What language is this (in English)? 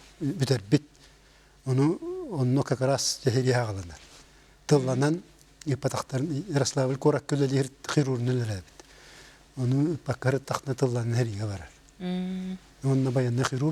Yakut